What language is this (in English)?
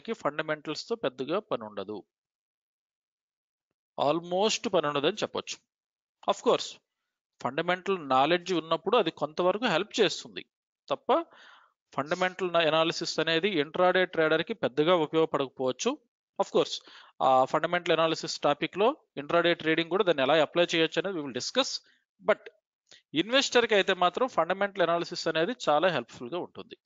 Telugu